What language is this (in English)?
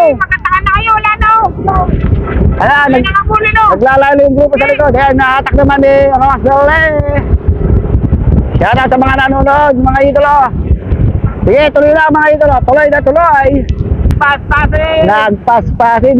Filipino